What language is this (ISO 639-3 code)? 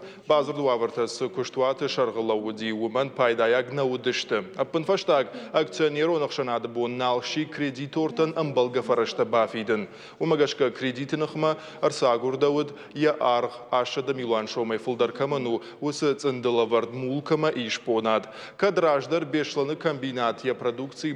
oss